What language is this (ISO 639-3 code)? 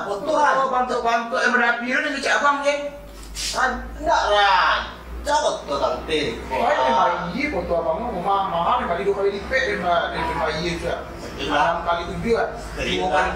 min